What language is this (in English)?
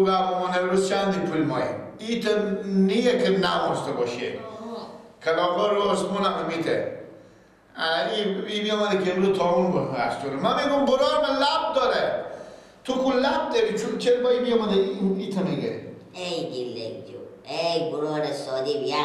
Persian